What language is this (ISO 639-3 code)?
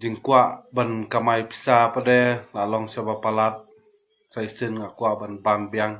kha